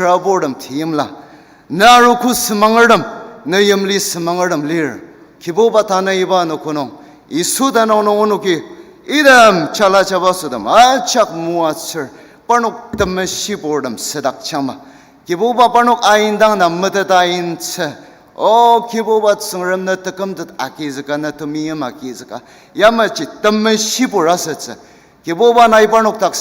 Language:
Ao Naga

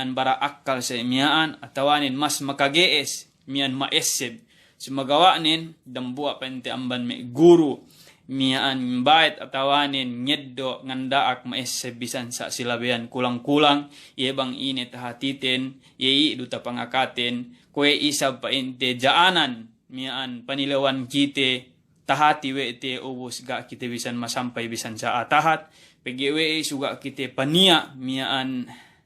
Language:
Yakan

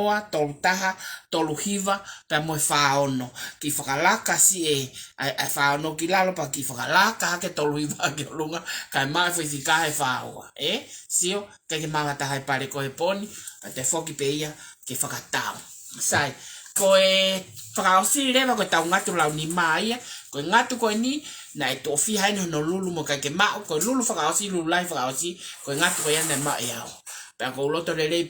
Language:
Tongan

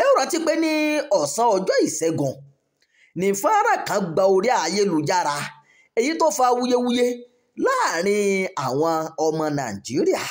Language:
Yoruba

